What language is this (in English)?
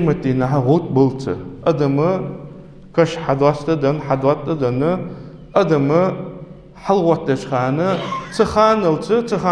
Ingush